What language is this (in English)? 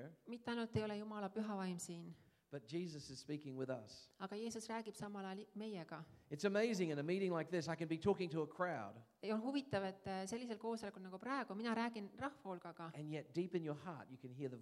Estonian